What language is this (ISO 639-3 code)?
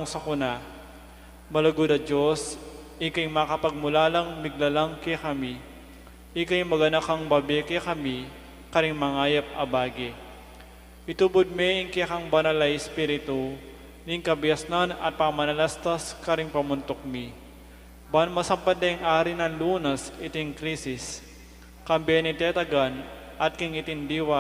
pam